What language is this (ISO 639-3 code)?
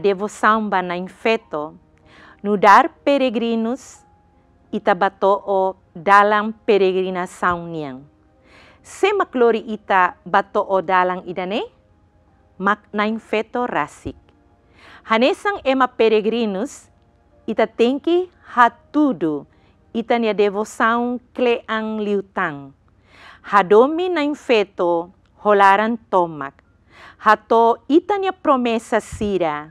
tet